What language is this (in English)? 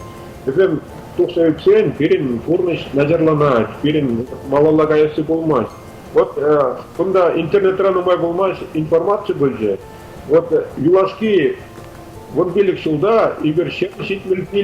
Chuvash